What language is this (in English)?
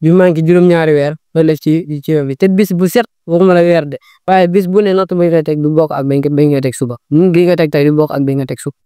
Wolof